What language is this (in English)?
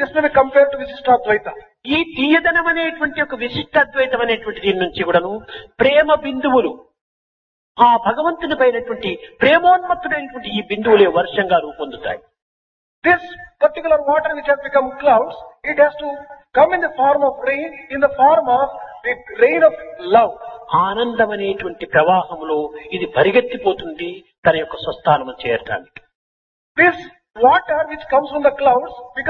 Telugu